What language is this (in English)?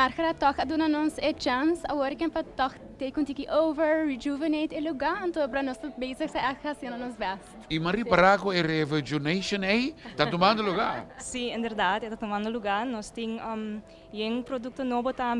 Papiamento